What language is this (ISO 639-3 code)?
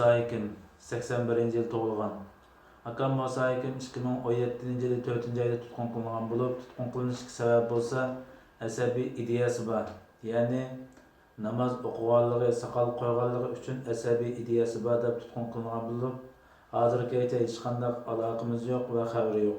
uig